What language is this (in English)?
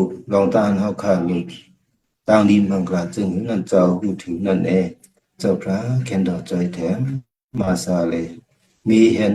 Shan